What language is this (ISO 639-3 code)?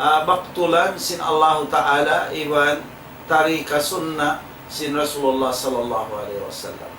tsg